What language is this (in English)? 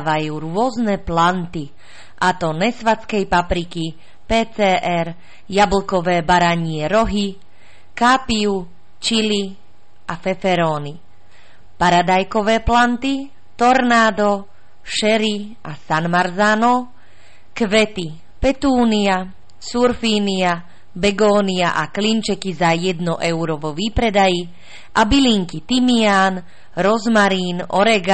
Slovak